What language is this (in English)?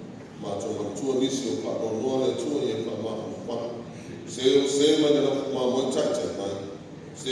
Samoan